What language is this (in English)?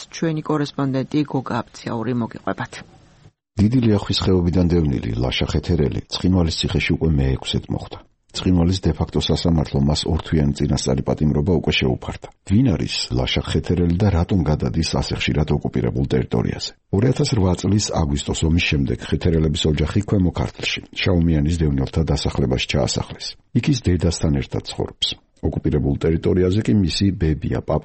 Georgian